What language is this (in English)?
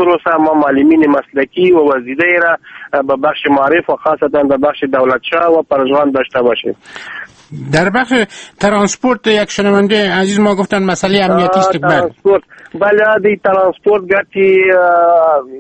Persian